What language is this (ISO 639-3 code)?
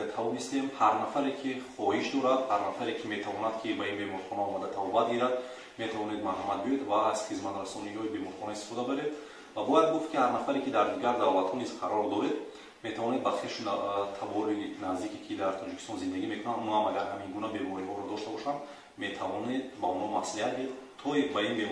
tgk